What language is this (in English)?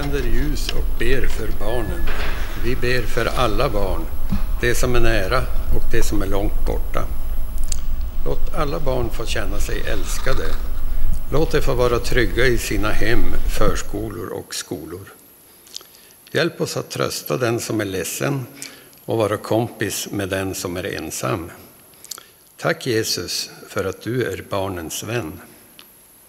Swedish